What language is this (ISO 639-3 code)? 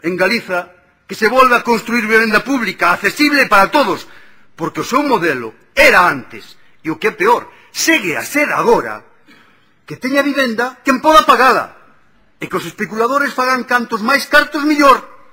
glg